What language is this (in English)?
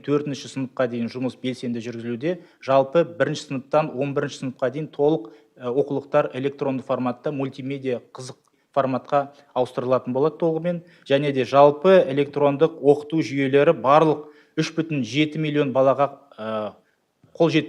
Kazakh